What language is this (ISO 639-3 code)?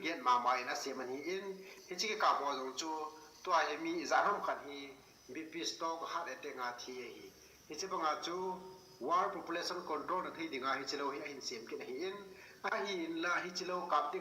tcz